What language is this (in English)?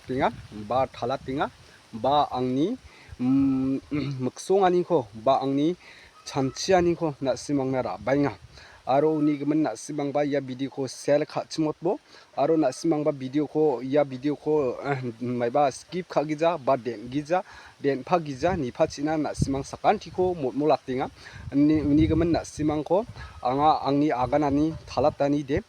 Garo